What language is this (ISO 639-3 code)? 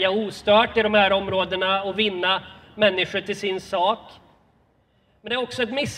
swe